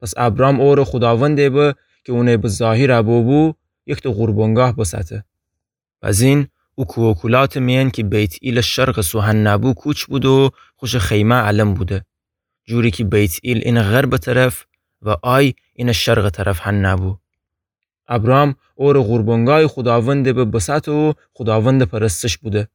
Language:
Gilaki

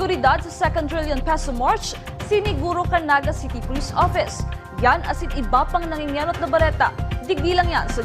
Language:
Bikol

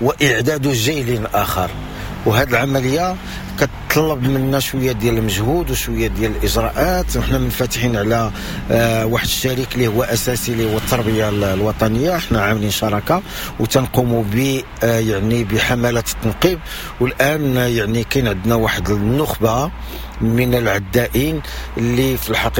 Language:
Moroccan Arabic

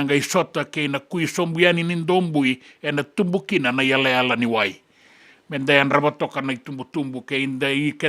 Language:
Fijian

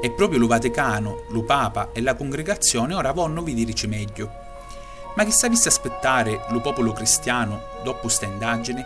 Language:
Sicilian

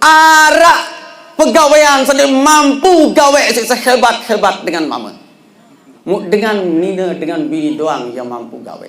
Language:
Sasak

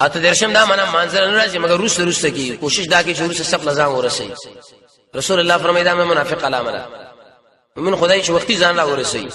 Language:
Pashto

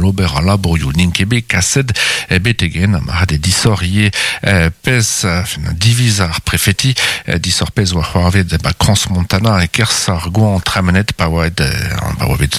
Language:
Breton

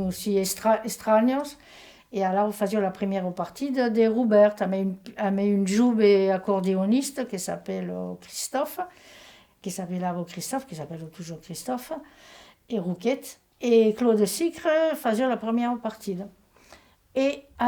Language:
Occitan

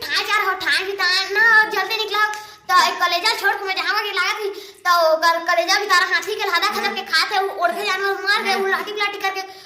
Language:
Chhattisgarhi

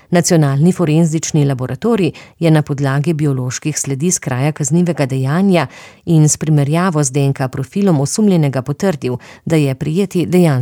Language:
Slovenian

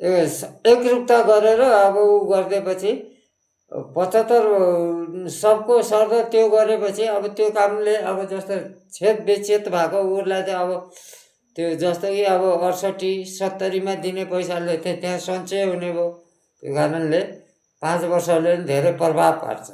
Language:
Nepali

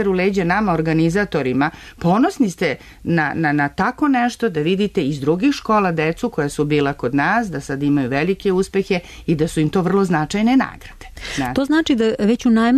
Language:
Serbian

